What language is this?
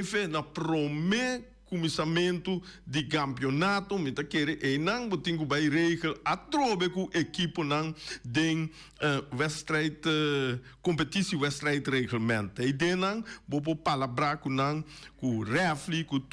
Papiamento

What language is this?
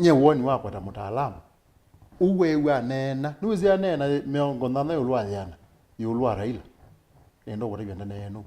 Kamba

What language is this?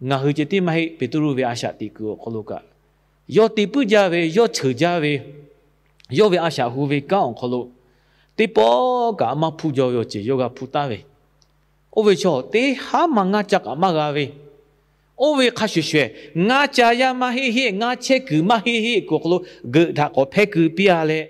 Lahu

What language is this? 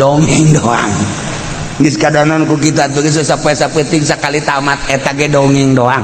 Sundanese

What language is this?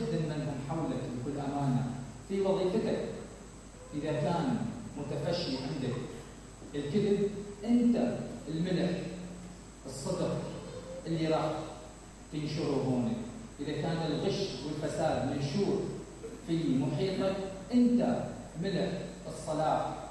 Mesopotamian Arabic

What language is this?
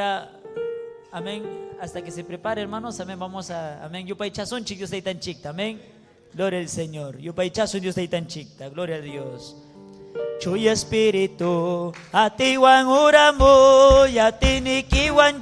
Ayacucho Quechua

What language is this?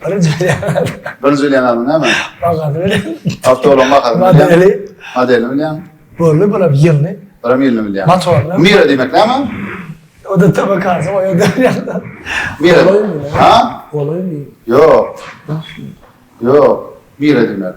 Turkmen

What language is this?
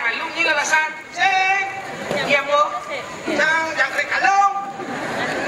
Balinese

